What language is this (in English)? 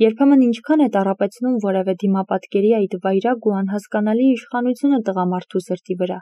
Armenian